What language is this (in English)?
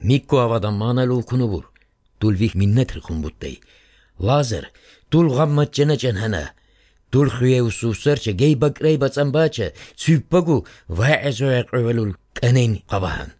Armenian